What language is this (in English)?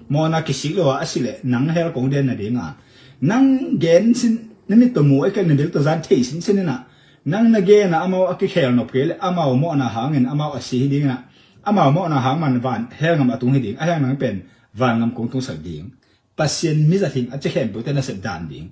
Tedim Chin